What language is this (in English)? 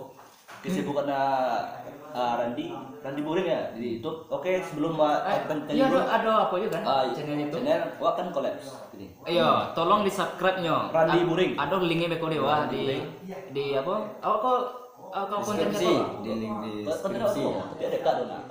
Minangkabau